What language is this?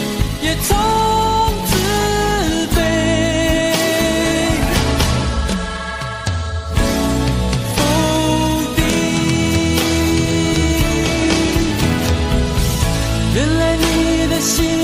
Chinese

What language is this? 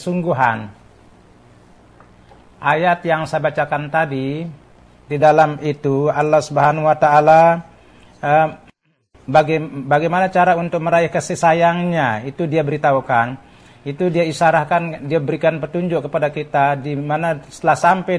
Indonesian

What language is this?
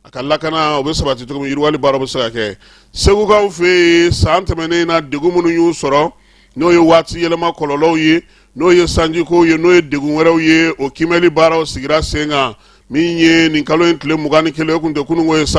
Bambara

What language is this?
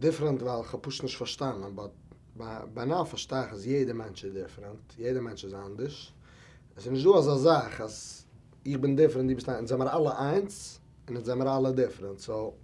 Yiddish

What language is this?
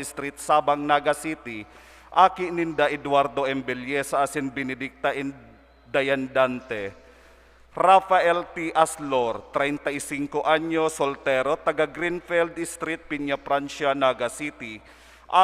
Bikol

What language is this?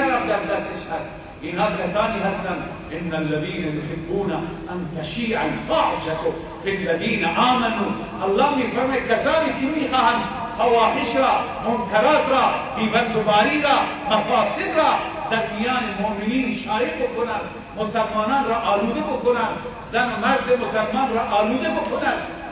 Persian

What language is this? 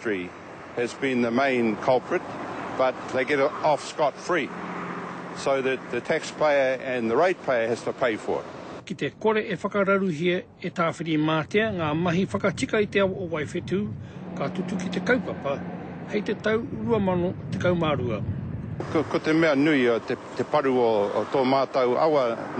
Māori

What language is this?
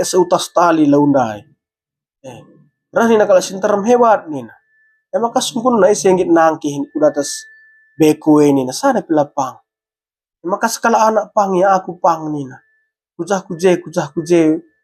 Batak Karo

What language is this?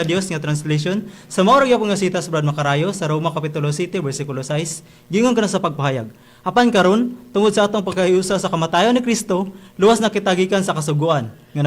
Cebuano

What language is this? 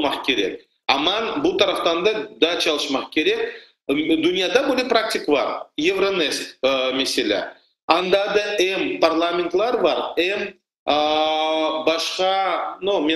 Crimean Tatar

